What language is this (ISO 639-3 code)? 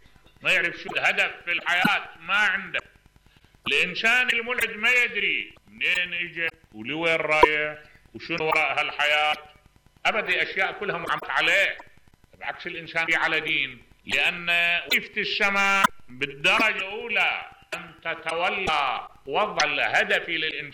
acm